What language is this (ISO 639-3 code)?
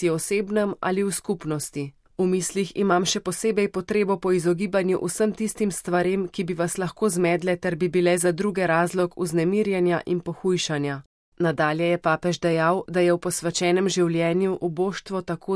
slv